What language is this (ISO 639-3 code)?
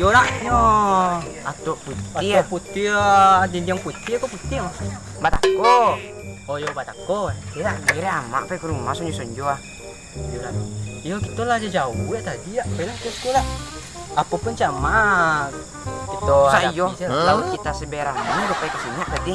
min